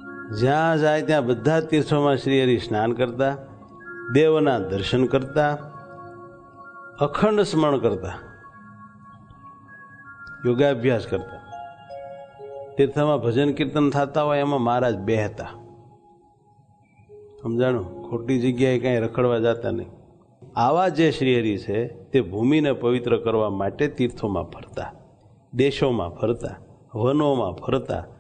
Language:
Gujarati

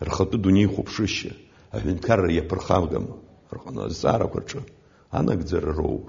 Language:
Abkhazian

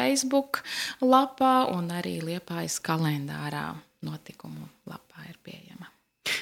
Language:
Latvian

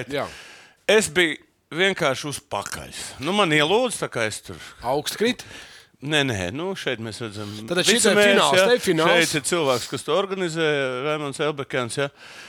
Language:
Latvian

